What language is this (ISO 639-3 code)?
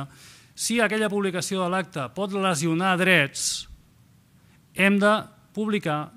cat